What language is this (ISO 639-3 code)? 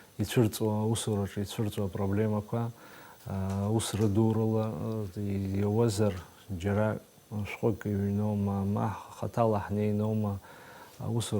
abk